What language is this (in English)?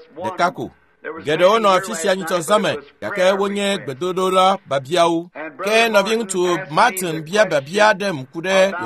Ewe